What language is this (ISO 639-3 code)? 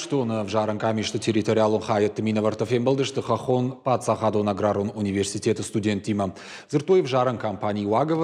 oss